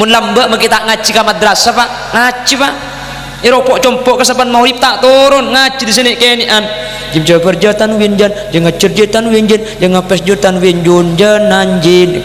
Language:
Madurese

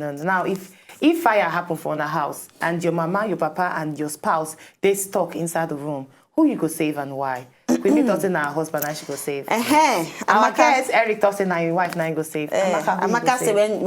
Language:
Nigerian Pidgin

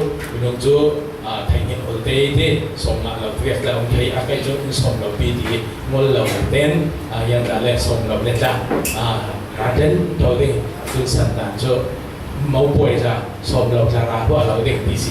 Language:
Falam Chin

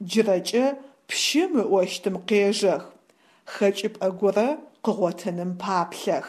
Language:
Adyghe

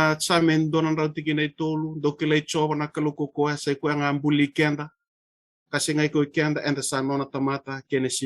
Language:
Fijian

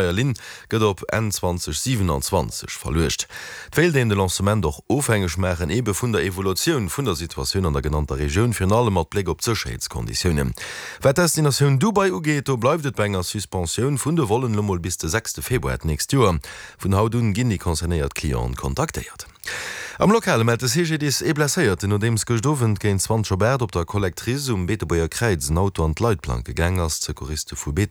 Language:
Luxembourgish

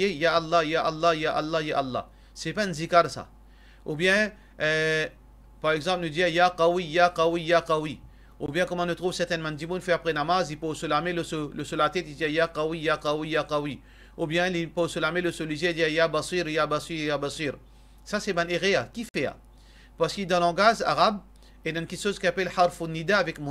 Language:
Morisyen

